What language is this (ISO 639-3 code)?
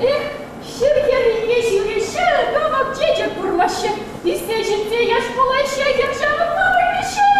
chv